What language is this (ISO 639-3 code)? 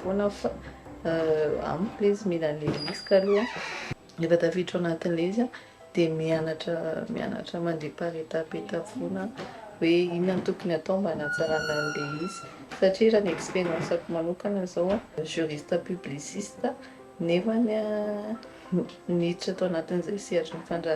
mlg